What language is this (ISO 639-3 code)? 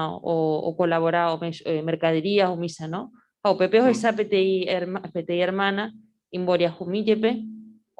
grn